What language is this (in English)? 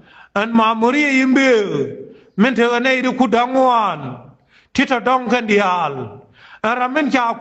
Nuer